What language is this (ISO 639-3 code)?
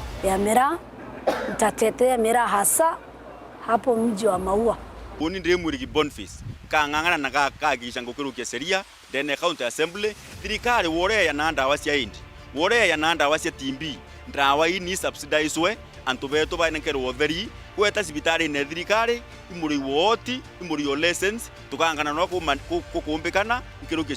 mer